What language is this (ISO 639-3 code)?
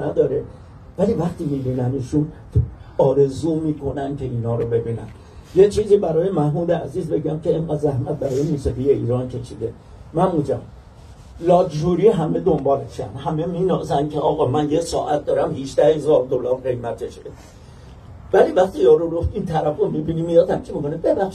fas